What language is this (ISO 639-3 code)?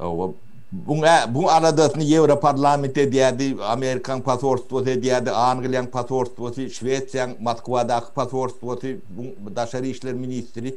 tuk